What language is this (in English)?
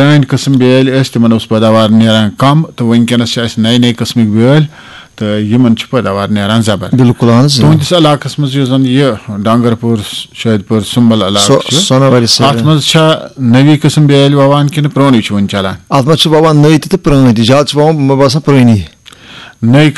Kashmiri